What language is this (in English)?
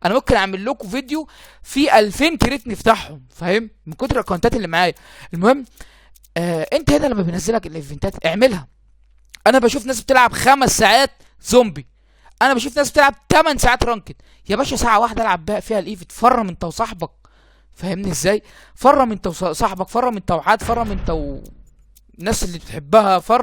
Egyptian Arabic